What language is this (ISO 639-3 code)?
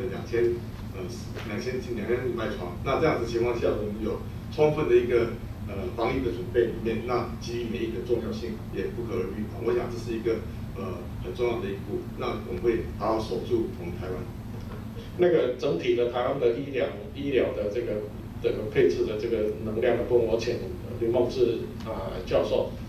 zho